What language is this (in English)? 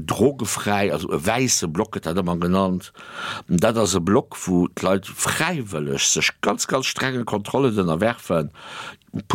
Luxembourgish